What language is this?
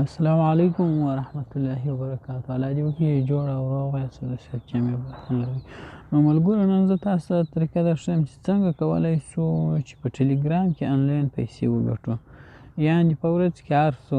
Pashto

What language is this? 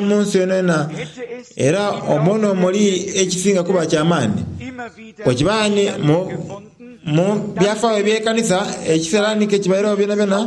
Soga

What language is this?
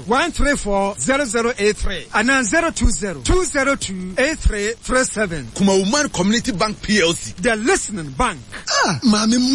Akan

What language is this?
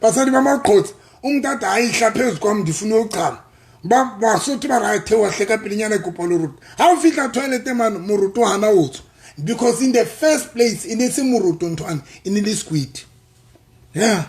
Southern Sotho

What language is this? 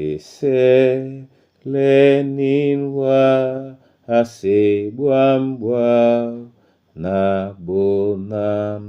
Duala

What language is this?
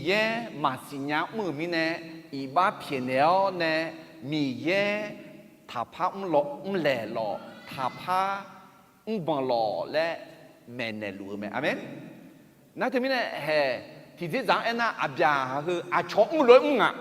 Akha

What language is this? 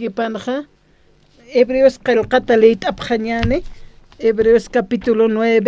Aymara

